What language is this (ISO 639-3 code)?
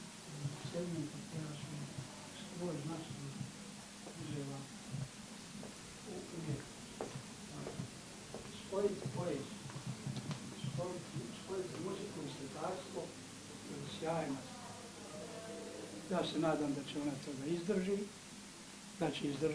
bos